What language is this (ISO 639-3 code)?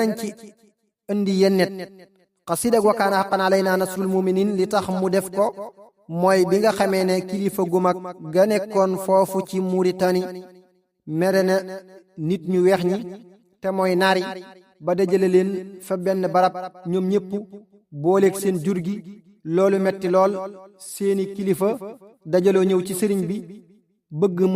wol